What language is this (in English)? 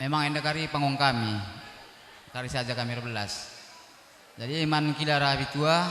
Batak Karo